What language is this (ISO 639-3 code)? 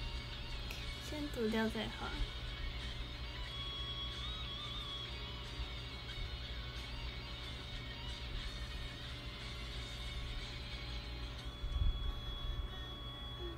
zho